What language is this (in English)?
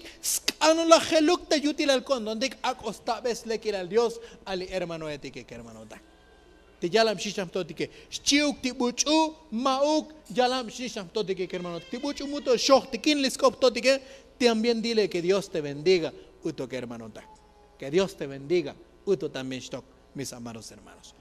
Tzotzil